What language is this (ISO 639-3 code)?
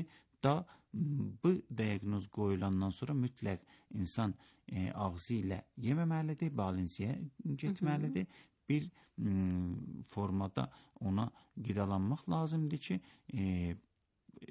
aze